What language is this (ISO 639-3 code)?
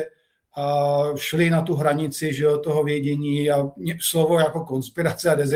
ces